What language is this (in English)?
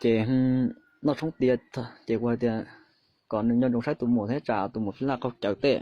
Hmong